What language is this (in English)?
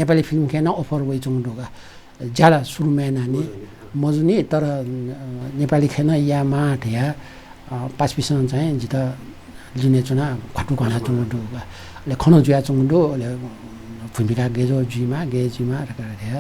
Newari